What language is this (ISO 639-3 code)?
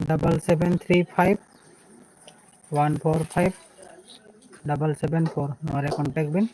sat